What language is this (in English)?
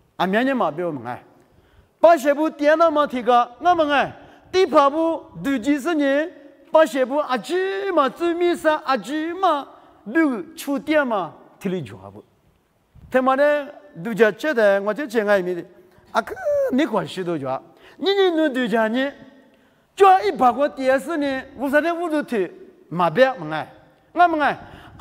Lisu